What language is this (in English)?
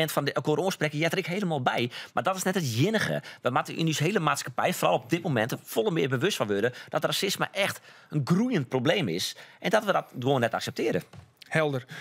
Western Frisian